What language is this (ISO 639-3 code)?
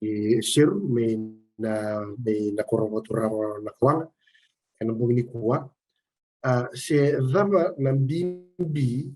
fij